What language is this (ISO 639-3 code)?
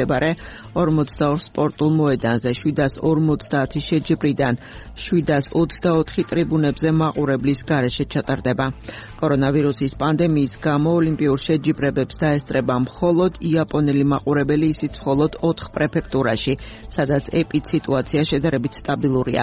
kat